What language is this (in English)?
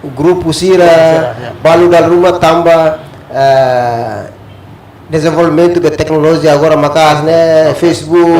Tetum